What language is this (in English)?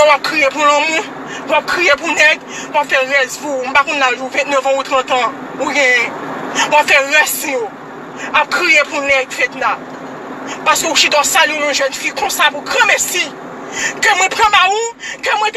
Haitian Creole